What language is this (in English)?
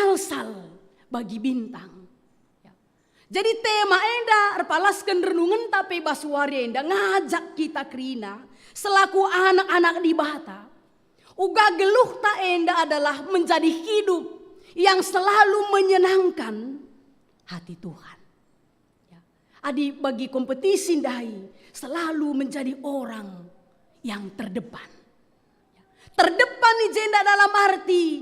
Batak Karo